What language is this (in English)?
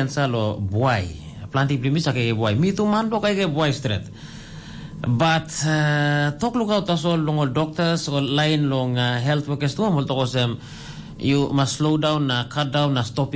Tok Pisin